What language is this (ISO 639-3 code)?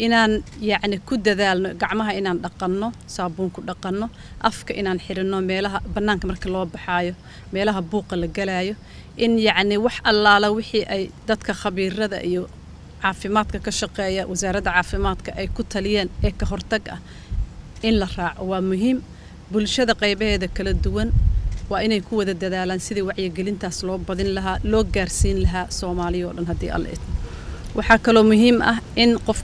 som